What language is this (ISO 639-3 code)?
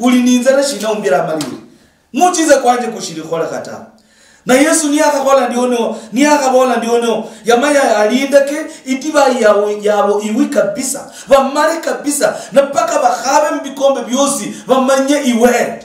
luy